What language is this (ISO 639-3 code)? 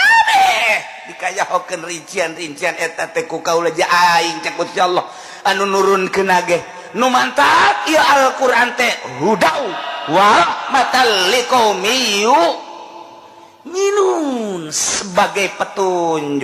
sun